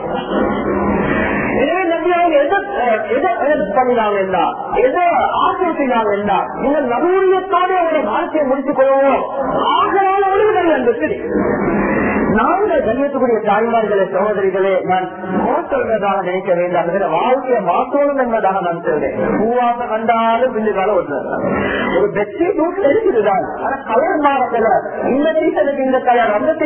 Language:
Tamil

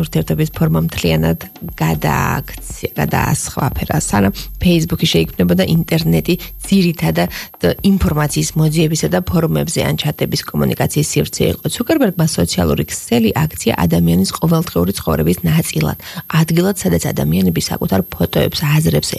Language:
Georgian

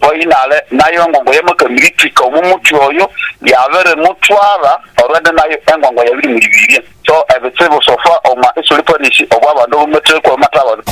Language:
Nyoro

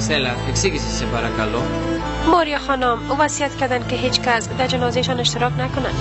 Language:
Persian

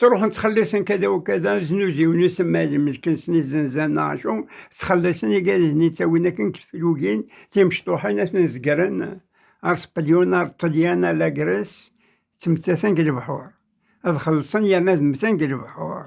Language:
Kabyle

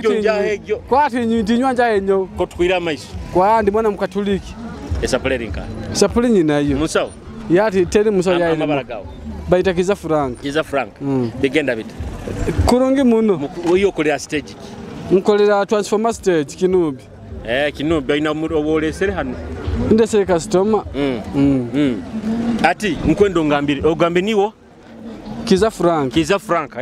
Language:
Nyoro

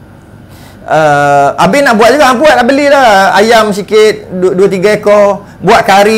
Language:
Malay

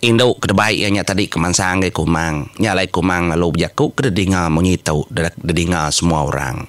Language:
Iban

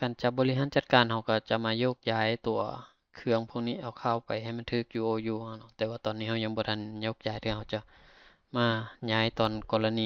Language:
Lao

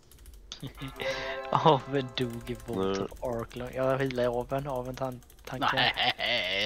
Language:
Swedish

